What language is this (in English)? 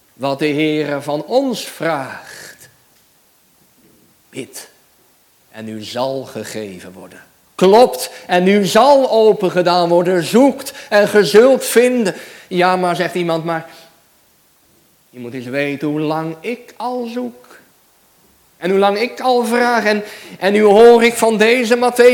Dutch